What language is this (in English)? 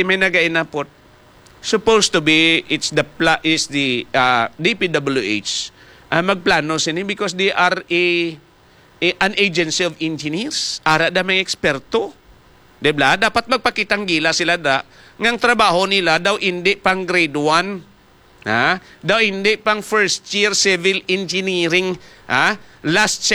Hiligaynon